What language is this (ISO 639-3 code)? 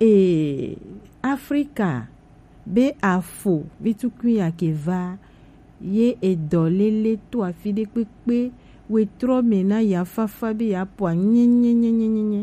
gej